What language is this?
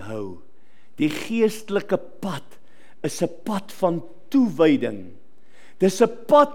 Afrikaans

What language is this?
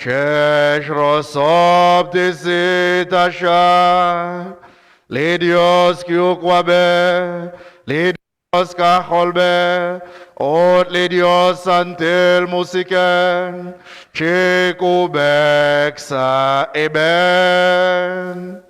Kekchí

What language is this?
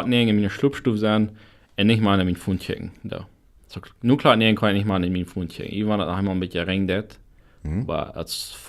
Plautdietsch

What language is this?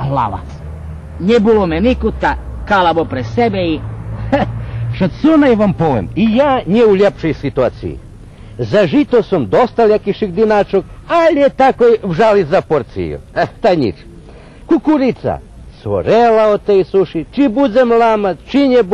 Rusyn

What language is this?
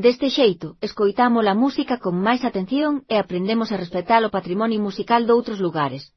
Galician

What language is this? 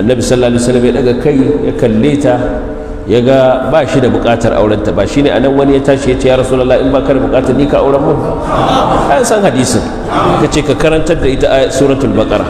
Hausa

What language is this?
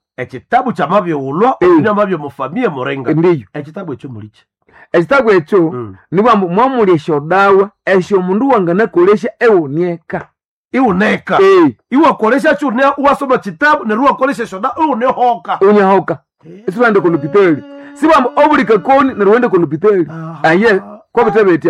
Nande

